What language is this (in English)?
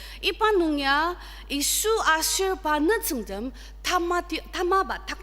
Ao Naga